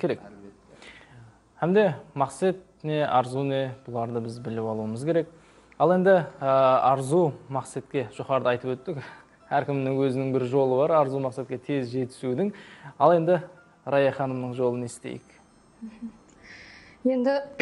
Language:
Kara-Kalpak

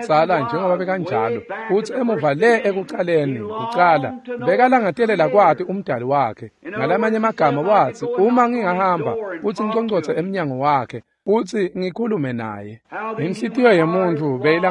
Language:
Swati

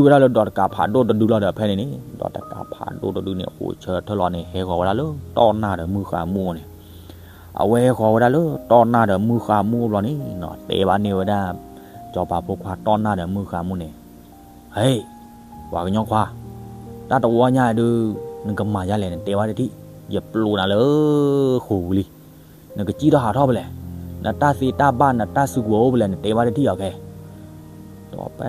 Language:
S'gaw Karen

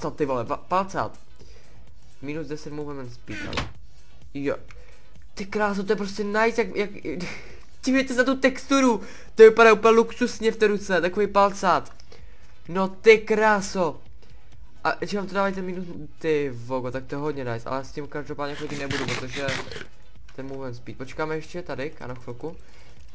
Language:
Czech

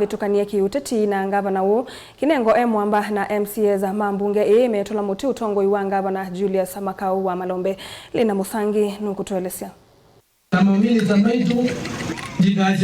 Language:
Kamba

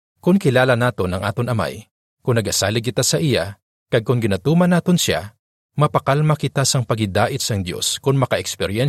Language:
Hiligaynon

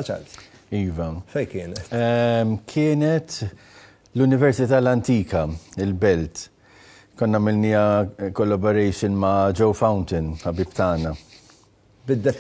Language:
Maltese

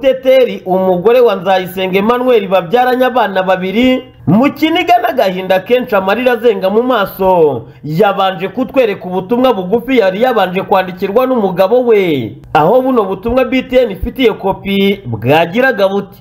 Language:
Kinyarwanda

